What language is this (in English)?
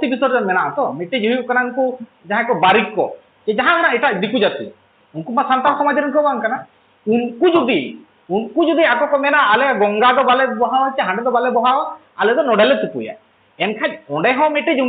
Santali